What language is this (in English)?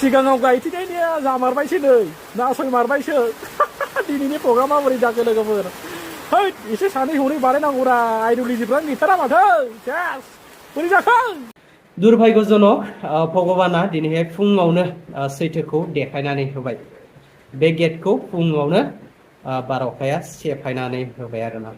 Bodo